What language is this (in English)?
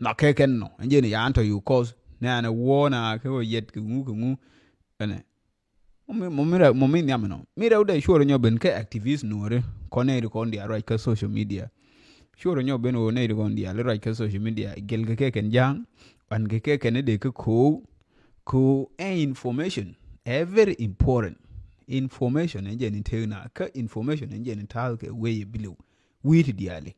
Nuer